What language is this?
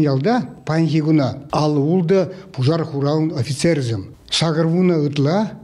Chuvash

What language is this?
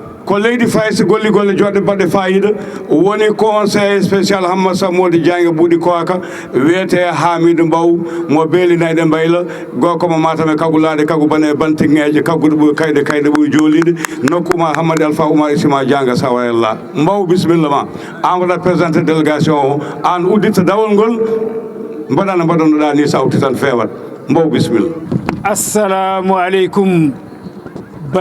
Fula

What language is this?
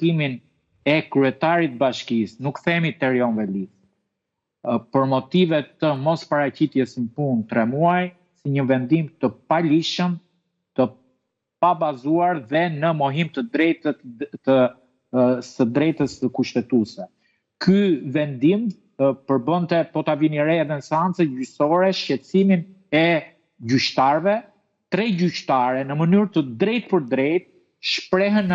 Albanian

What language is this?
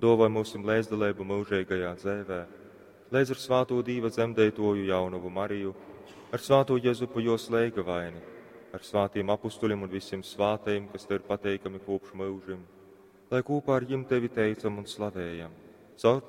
Latgalian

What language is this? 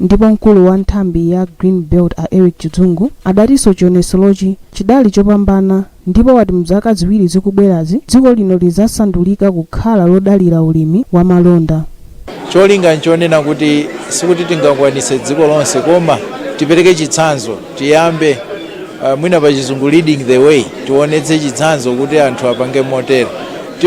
Nyanja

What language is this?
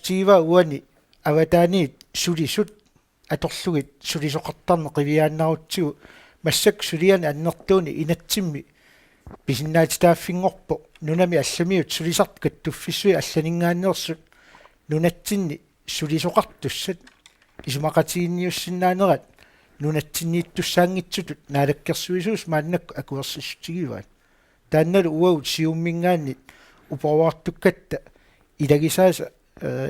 Kalaallisut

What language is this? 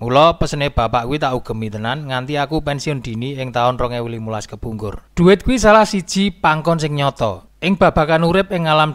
Javanese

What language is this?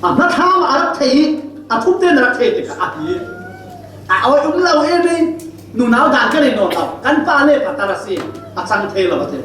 Falam Chin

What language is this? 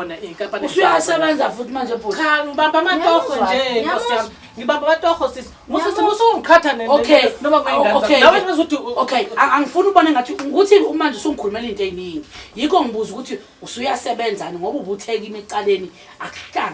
Zulu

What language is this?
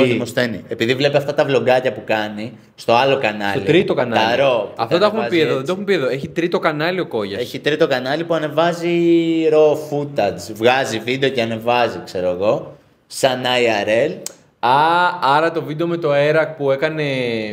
Greek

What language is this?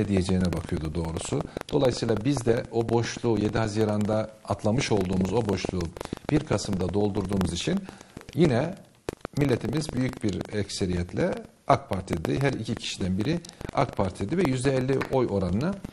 Turkish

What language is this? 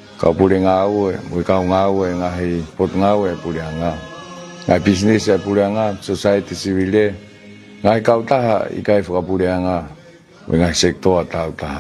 Tongan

